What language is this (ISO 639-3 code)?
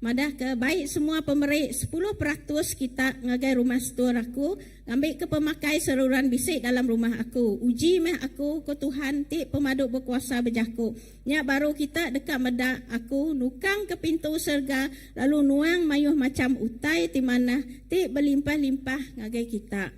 iba